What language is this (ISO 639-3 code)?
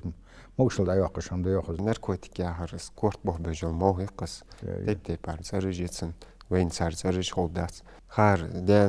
inh